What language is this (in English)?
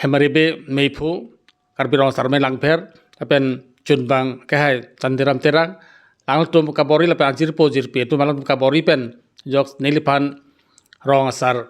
Karbi